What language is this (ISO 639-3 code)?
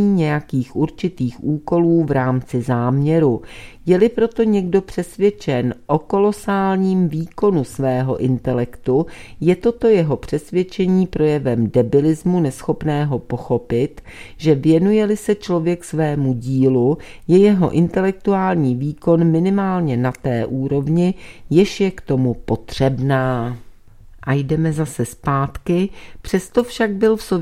ces